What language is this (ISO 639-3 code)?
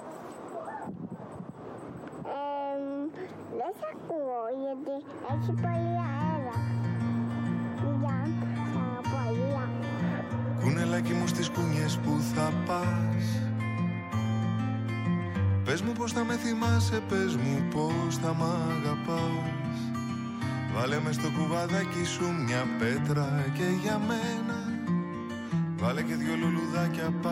ell